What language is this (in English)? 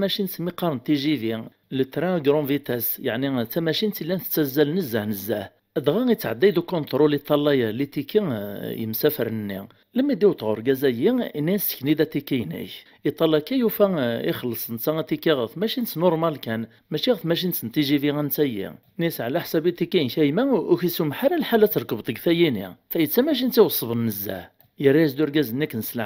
Kabyle